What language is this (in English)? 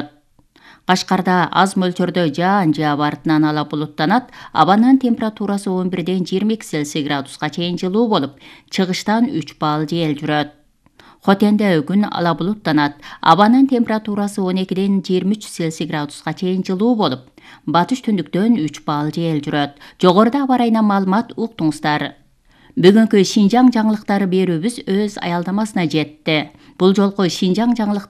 Kyrgyz